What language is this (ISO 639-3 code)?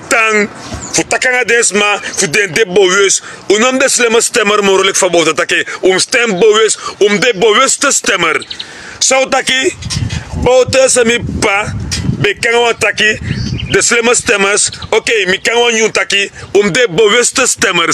srn